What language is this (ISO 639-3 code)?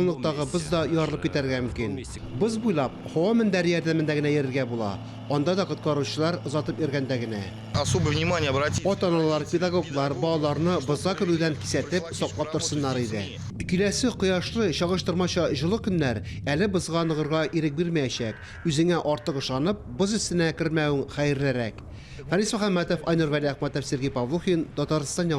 tat